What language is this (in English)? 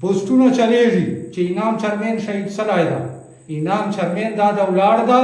Pashto